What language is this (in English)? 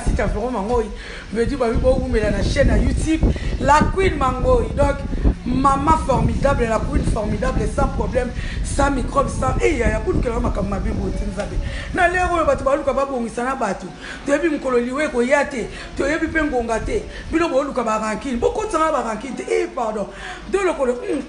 Lingala